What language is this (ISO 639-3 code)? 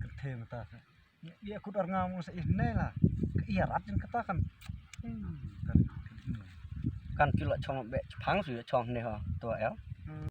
kha